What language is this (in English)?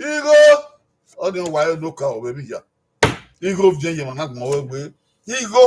Bini